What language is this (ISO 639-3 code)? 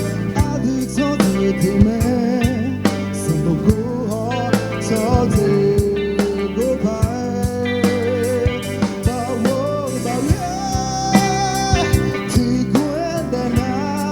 ahk